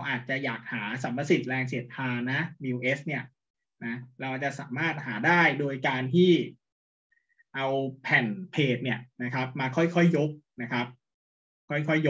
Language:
Thai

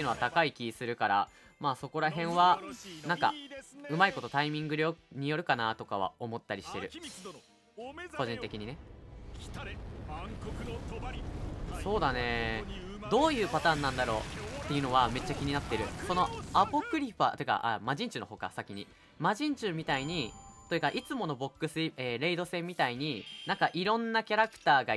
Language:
Japanese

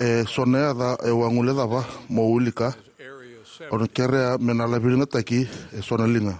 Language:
Fijian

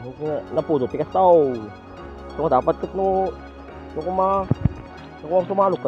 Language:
Iloko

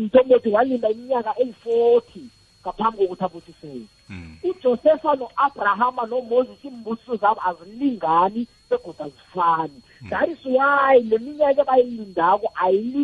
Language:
South Ndebele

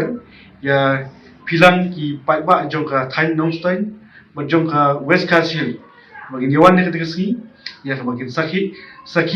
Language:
Khasi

